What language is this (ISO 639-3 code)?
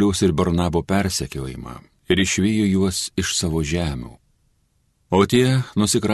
lit